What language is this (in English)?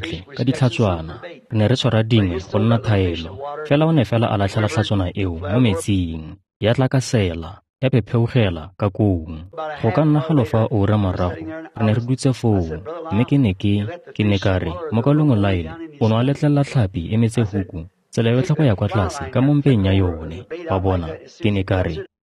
Tswana